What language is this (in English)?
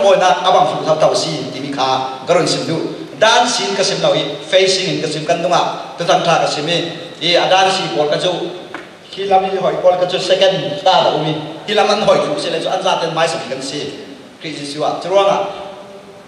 Falam Chin